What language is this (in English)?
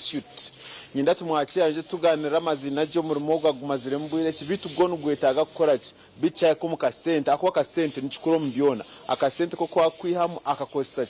Nyankole